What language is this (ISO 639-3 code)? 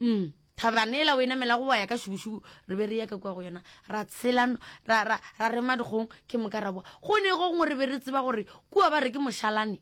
nso